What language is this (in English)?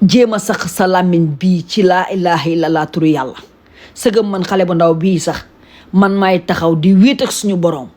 Wolof